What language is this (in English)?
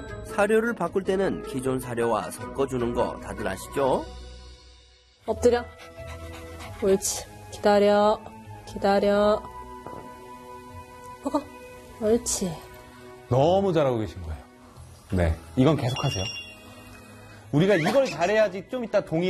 Korean